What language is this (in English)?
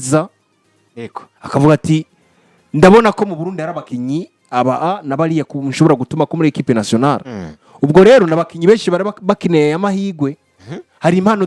Rundi